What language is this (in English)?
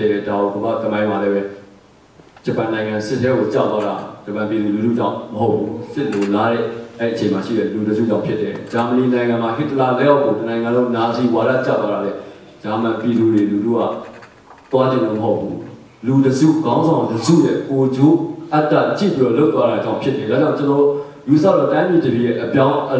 Burmese